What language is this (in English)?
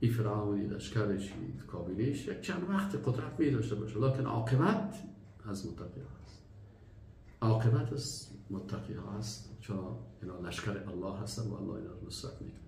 Persian